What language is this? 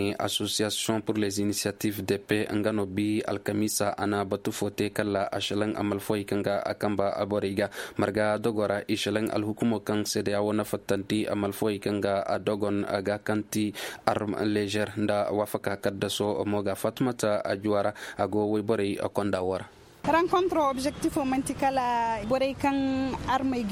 Koyraboro Senni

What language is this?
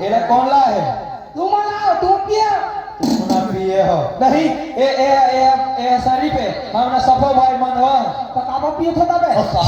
Chhattisgarhi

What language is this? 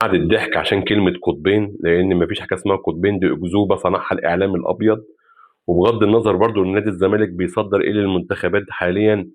Egyptian Arabic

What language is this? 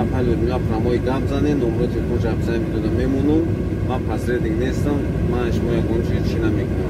Tajik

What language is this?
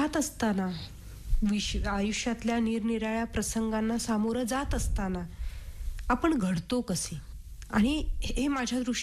Marathi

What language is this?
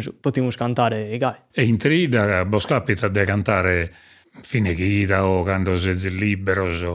Sardinian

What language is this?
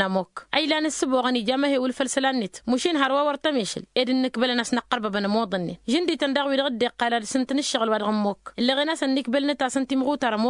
Tamasheq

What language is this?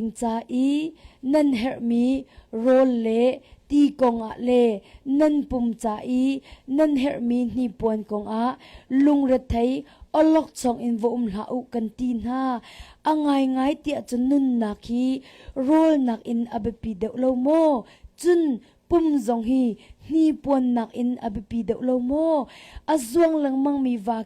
Hakha Chin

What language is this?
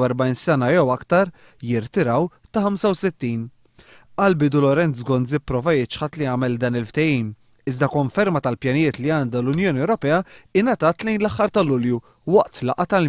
Maltese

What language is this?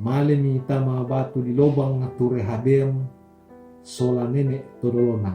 Toraja-Sa'dan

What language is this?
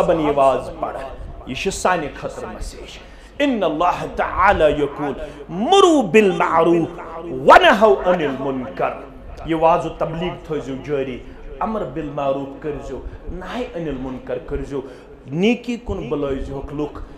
Kashmiri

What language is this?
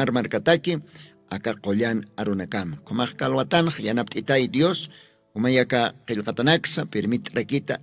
Aymara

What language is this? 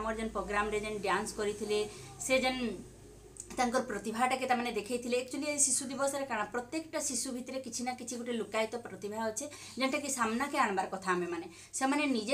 Sambalpuri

